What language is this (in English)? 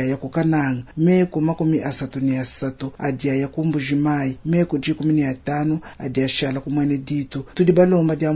Luba-Lulua